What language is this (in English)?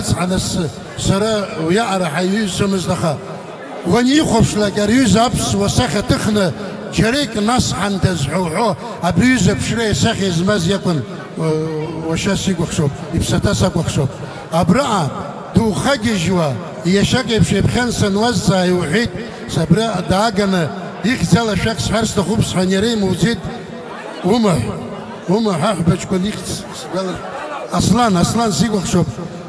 Abkhazian